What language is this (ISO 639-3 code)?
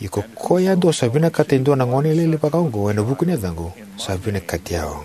fij